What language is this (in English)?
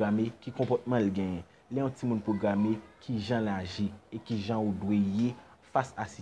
Haitian Creole